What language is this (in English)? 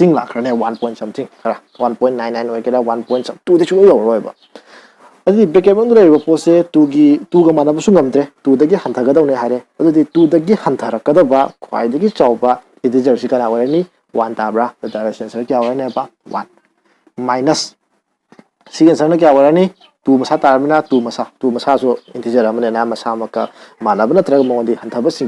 Manipuri